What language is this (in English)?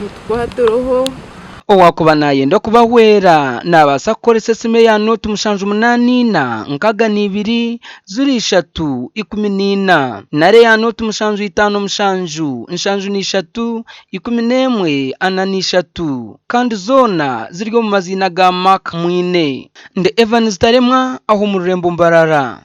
Nyankole